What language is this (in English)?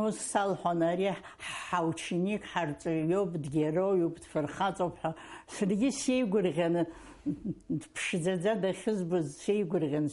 Abkhazian